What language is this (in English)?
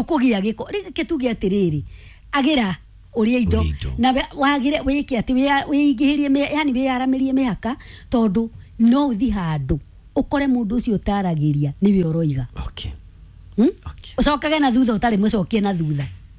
Kikuyu